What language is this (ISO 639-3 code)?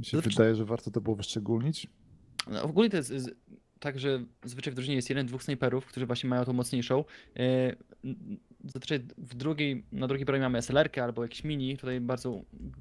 pol